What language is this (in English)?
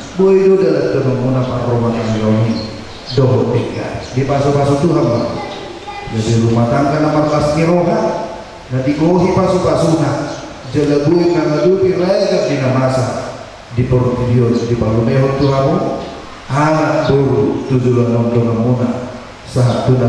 Batak Toba